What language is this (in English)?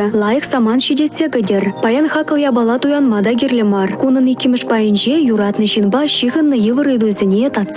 Chuvash